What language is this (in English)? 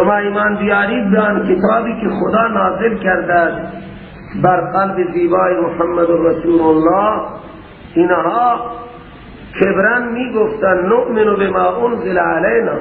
Persian